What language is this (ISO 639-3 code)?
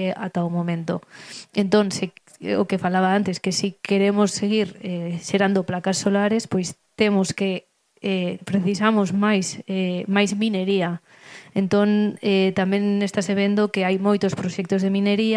glg